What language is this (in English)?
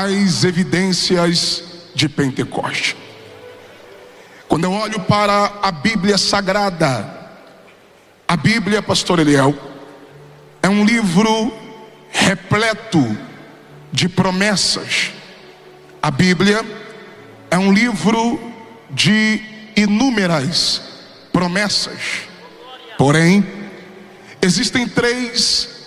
Portuguese